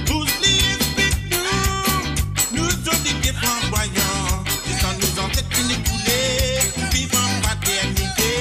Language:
Morisyen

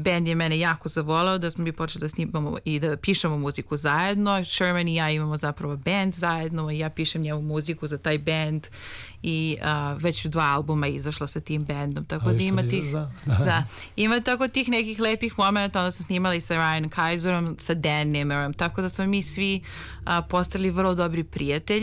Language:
Serbian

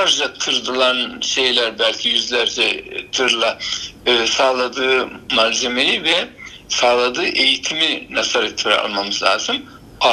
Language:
Turkish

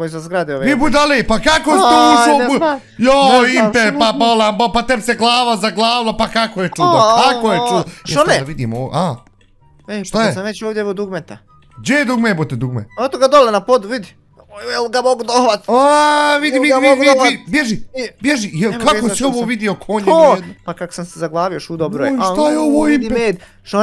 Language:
Bosnian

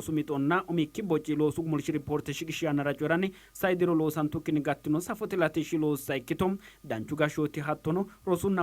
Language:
Sidamo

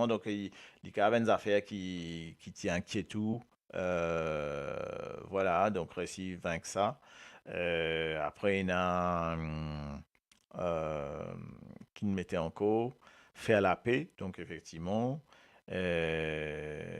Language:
Morisyen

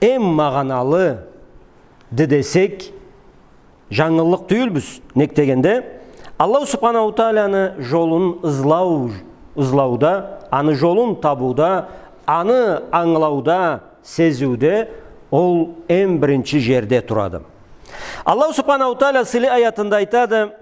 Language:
Karachay-Balkar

